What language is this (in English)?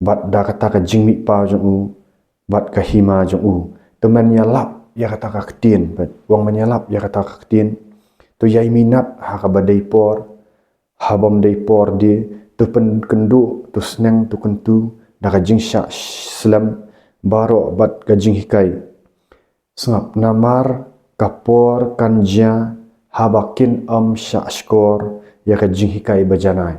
Khasi